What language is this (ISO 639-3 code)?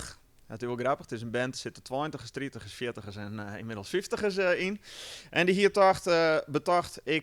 fry